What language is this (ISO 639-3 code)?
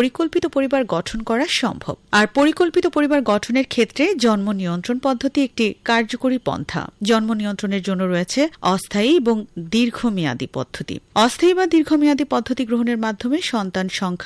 ben